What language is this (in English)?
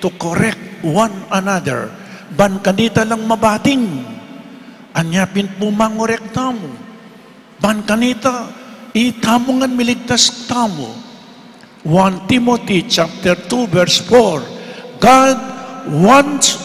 Pampanga